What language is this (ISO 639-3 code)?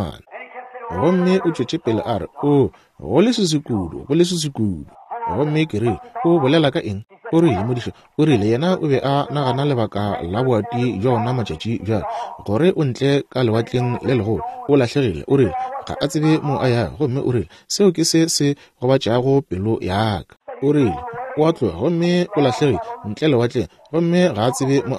nso